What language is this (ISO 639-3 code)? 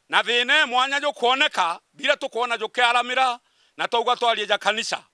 mer